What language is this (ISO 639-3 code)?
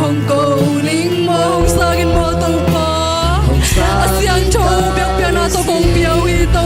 ctd